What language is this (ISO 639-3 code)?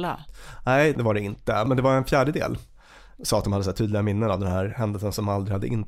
swe